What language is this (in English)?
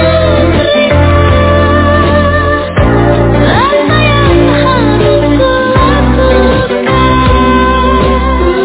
Indonesian